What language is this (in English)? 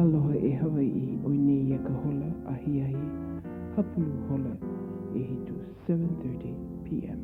Hawaiian